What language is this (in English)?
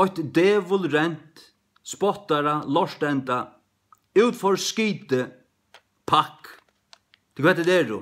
Faroese